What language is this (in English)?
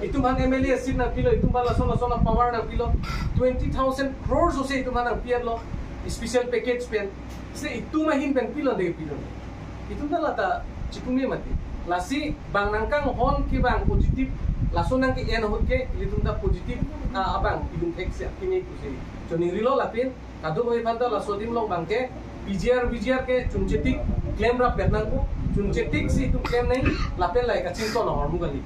Karbi